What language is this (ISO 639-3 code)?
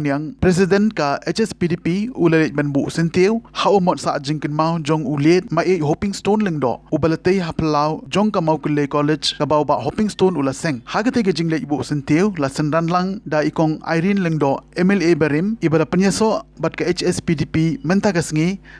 kha